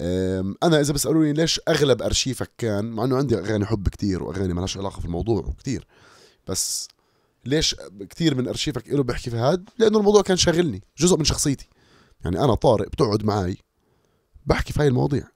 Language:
North Levantine Arabic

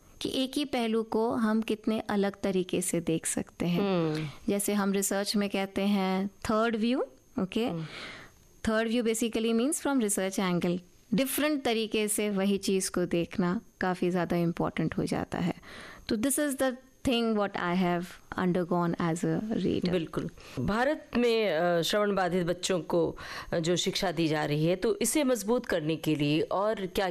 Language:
Hindi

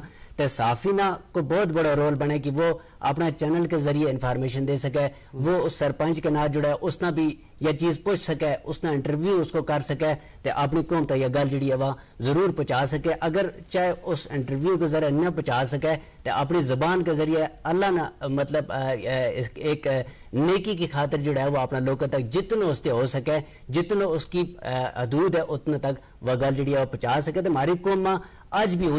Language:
Gujari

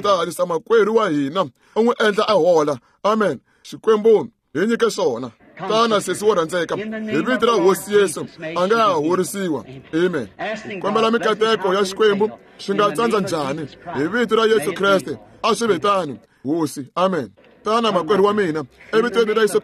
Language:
Tsonga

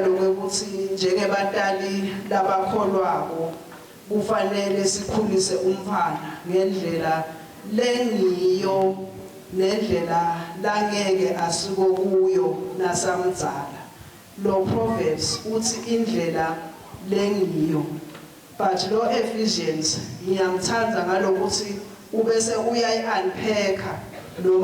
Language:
Swati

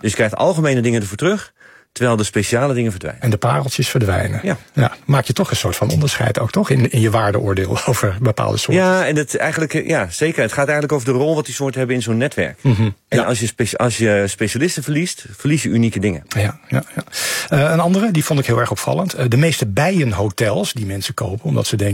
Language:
Dutch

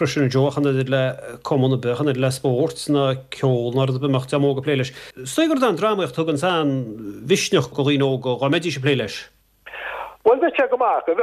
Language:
Irish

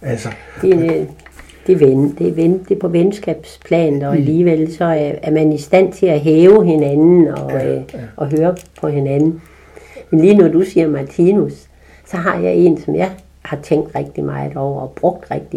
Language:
Danish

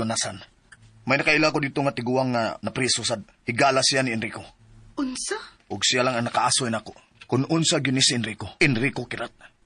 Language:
Cebuano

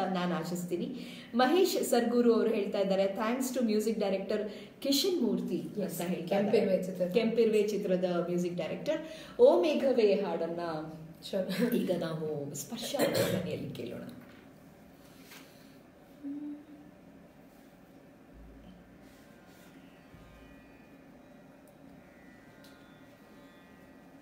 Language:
Kannada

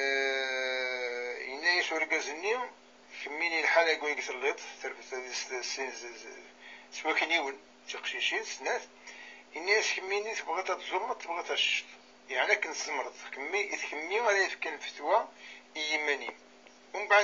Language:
Kabyle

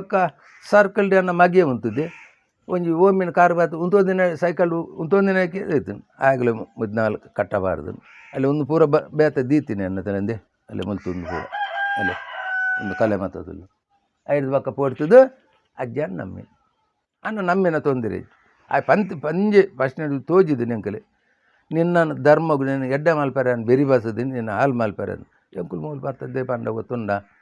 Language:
Tulu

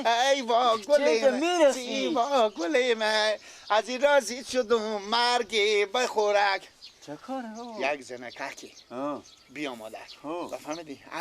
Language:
Persian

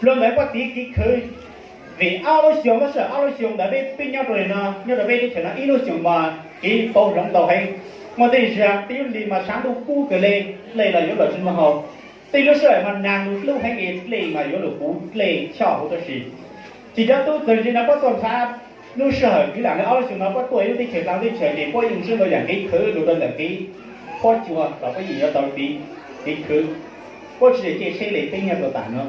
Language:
Hmong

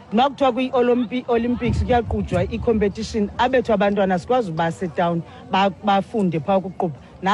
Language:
Xhosa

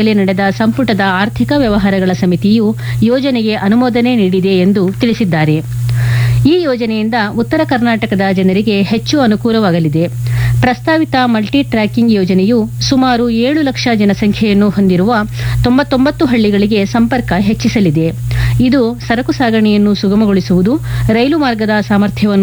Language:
Kannada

